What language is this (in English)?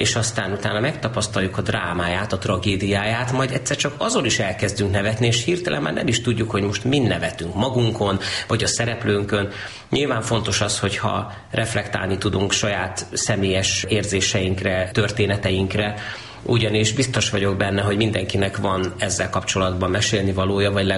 Hungarian